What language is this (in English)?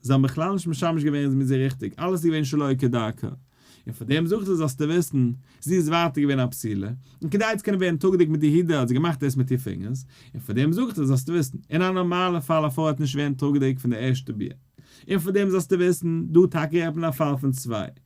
Yiddish